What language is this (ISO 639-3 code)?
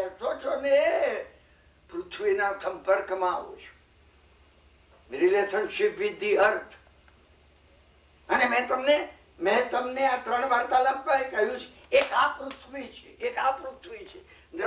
guj